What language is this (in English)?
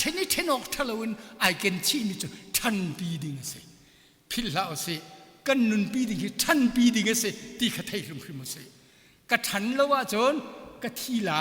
Hakha Chin